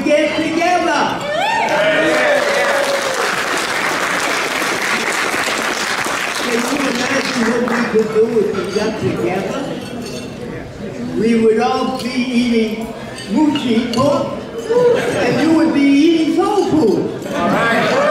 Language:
English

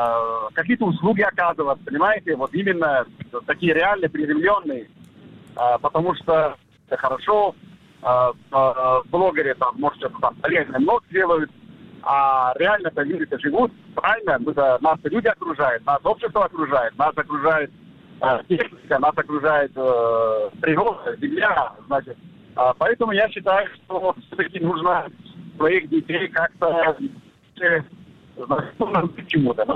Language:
Russian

